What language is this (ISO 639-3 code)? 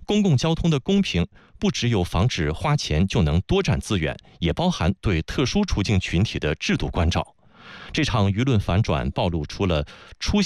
zho